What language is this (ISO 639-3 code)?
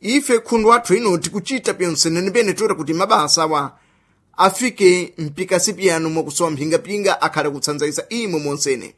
seh